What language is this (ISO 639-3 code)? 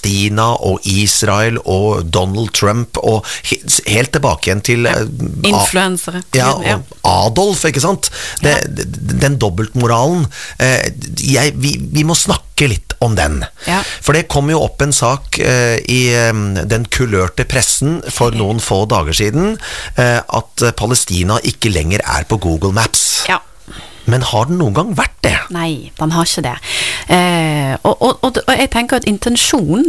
nor